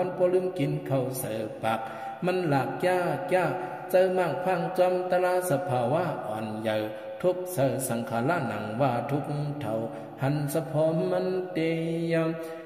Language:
Shan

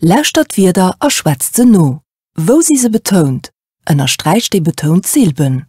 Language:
Luxembourgish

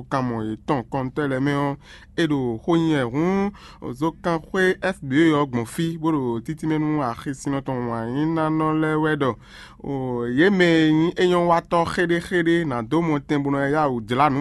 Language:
Fon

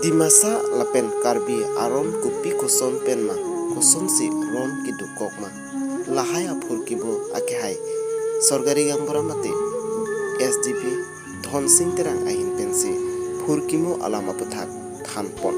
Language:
Karbi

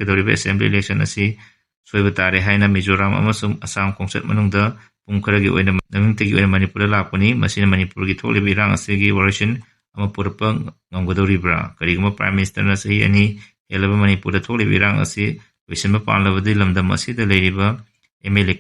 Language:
Manipuri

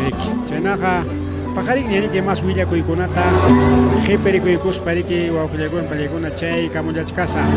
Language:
Ayacucho Quechua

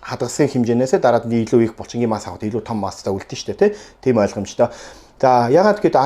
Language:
Mongolian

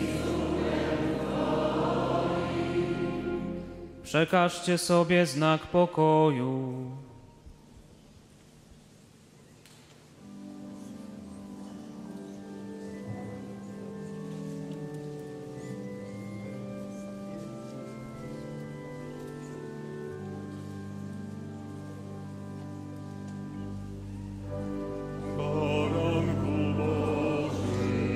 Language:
Polish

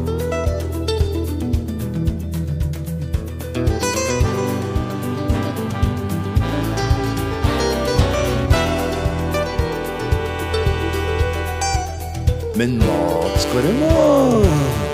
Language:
Norwegian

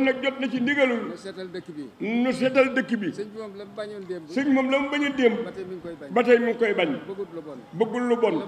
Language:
Wolof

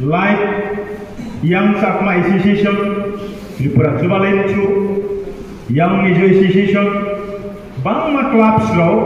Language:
Riang (India)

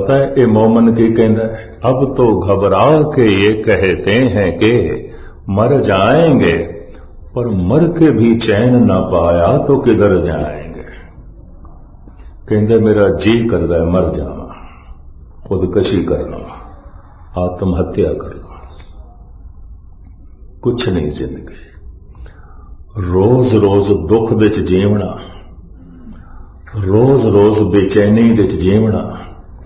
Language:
Punjabi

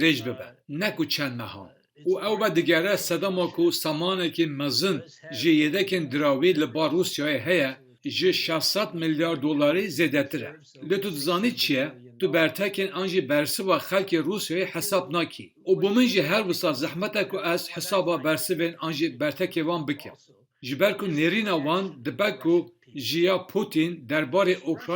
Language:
Kurdish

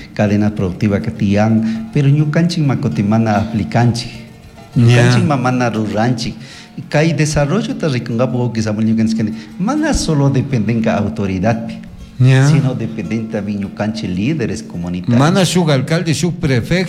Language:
Chimborazo Highland Quichua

